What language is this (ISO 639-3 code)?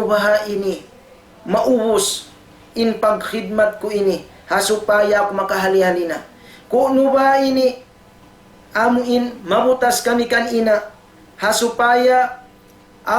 tsg